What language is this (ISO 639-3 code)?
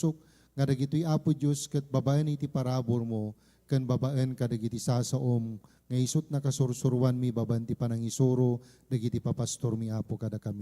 ilo